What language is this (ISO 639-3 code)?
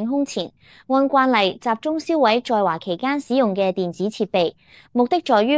yue